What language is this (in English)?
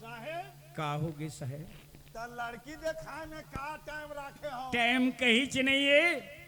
Chhattisgarhi